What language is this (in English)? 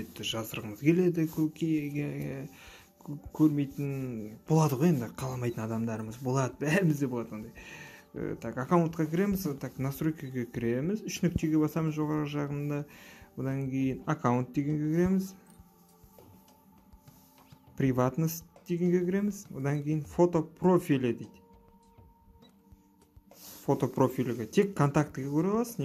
Kazakh